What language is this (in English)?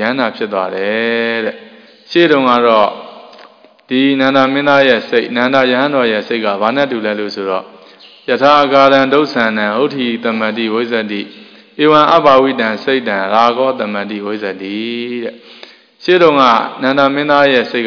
Burmese